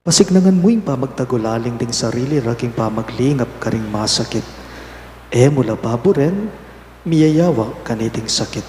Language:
Pampanga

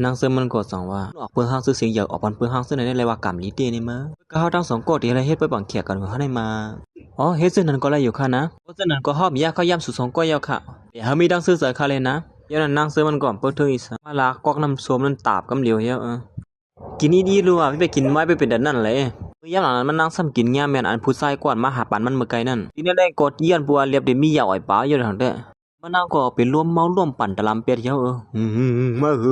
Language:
Shan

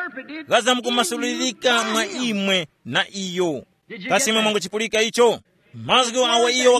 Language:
Tumbuka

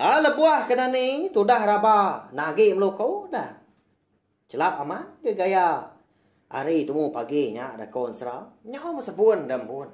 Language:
Iban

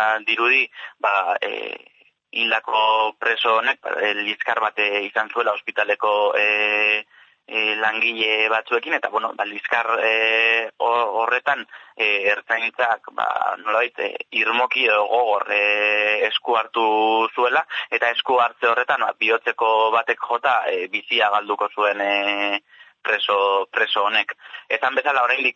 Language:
Basque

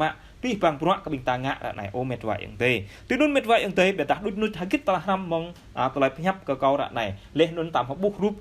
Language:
Jarai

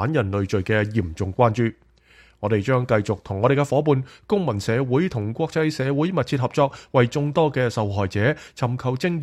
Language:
Cantonese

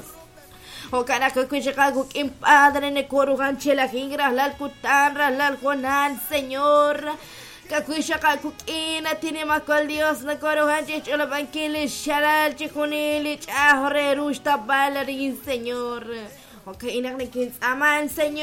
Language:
Kekchí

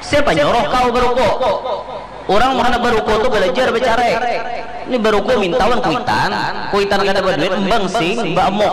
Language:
Banjar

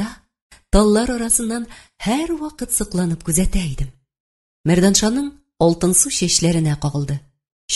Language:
Tatar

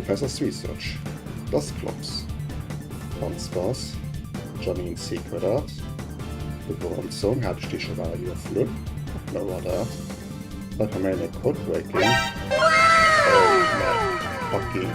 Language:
Luxembourgish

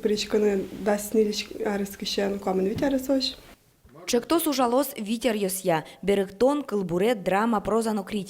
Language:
Udmurt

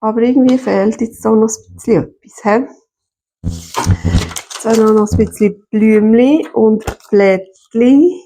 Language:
Swiss German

